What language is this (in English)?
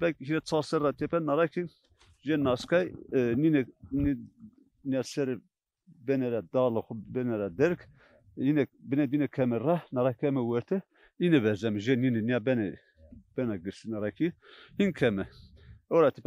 Zaza